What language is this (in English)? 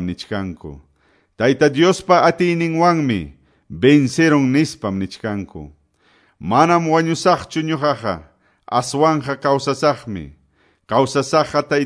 Quechua